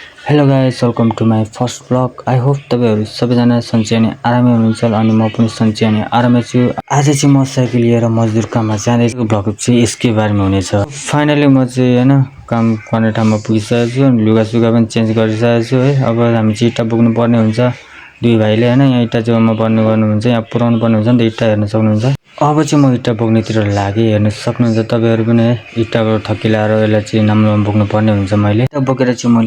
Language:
Nepali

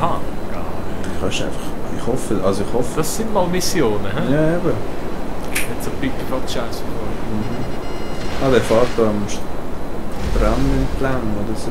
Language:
Swiss German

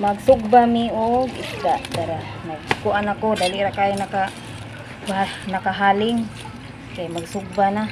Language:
Cebuano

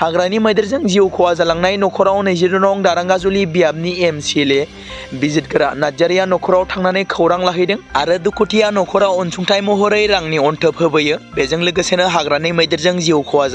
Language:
Bodo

